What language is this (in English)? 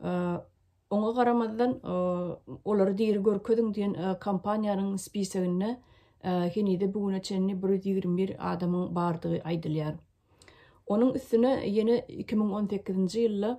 Turkmen